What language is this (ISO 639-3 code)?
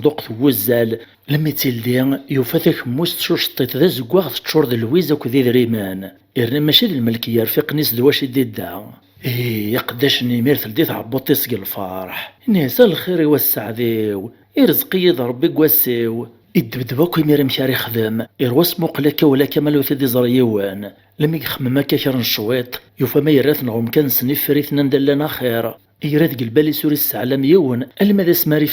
kab